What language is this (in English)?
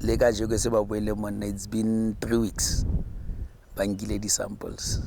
Tswana